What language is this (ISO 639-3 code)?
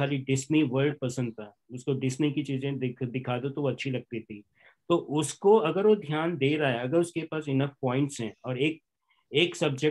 hin